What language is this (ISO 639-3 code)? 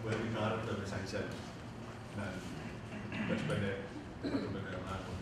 pon